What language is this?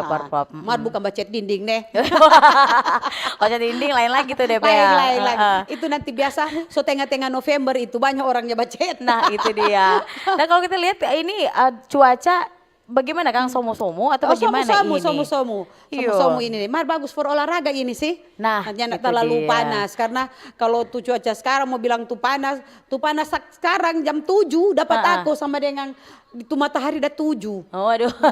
Manado Malay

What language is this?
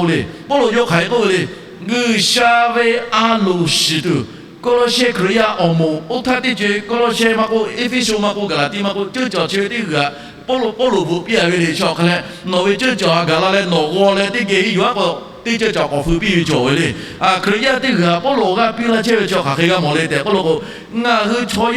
Lahu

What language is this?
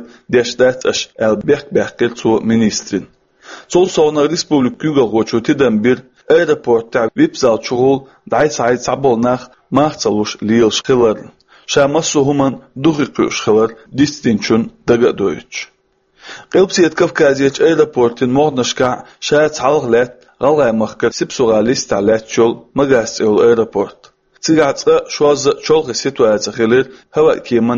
Chechen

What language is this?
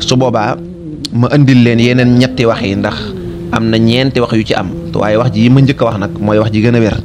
Wolof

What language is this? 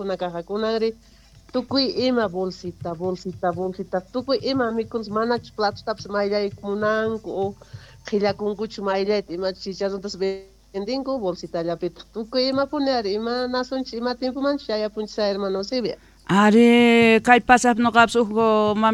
South Bolivian Quechua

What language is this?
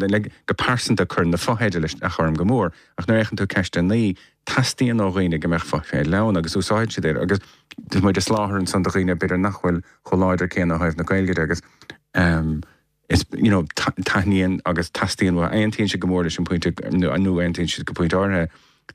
Irish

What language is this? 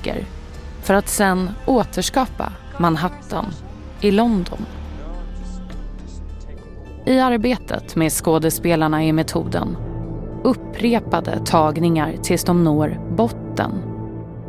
Swedish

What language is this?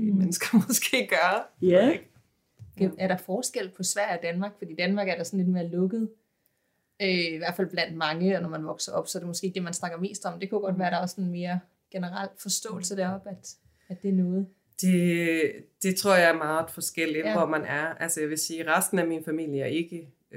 Danish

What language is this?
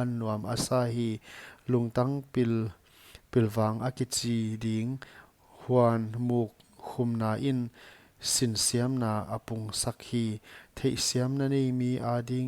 Paite Chin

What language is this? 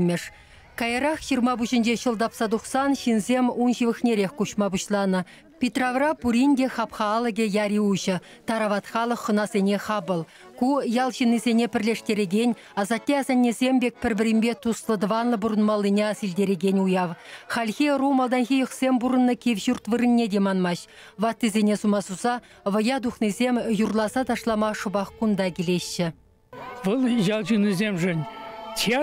Chuvash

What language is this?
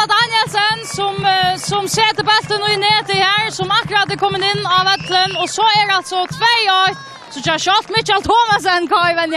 Faroese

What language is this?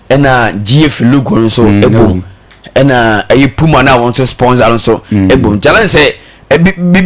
Akan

